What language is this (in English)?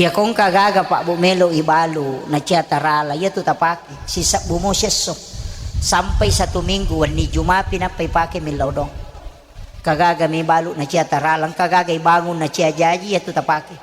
Buginese